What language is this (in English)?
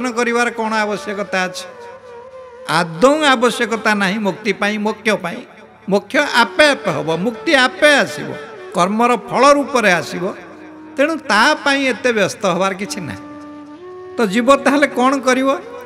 Odia